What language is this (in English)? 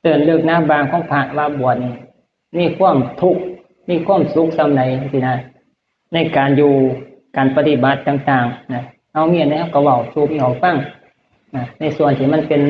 Northeastern Thai